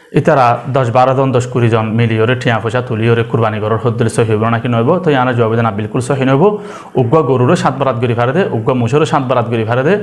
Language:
Rohingya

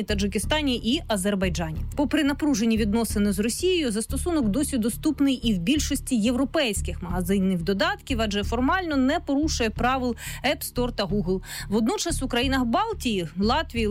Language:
Ukrainian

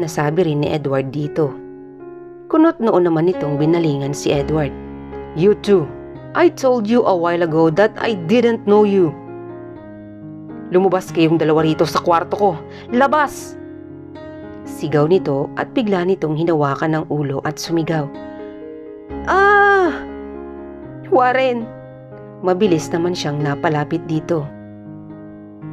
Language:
Filipino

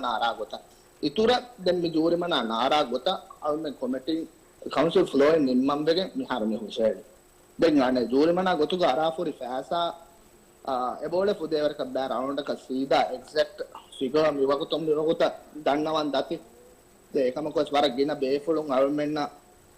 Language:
Divehi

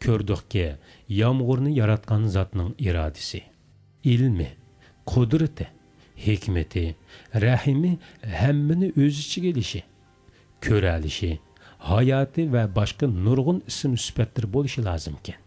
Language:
Uyghur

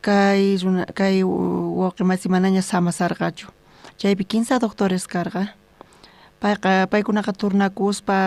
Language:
South Bolivian Quechua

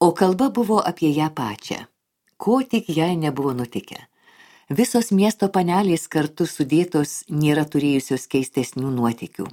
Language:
Lithuanian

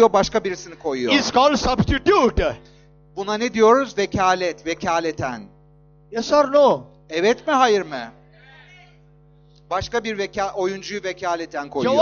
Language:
Turkish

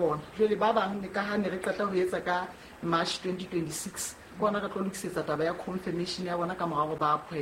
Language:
Southern Sotho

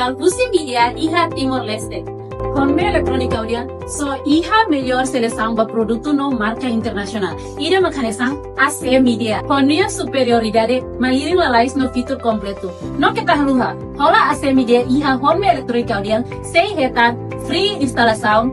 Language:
Tetum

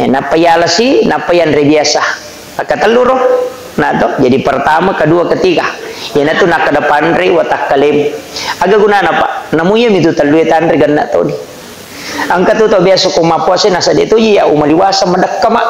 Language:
Buginese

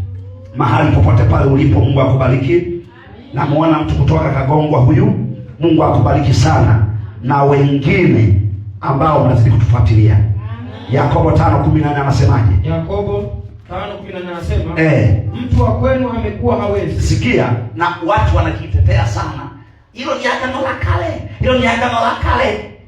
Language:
Swahili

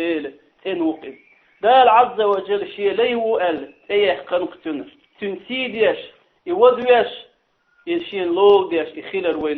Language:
Chechen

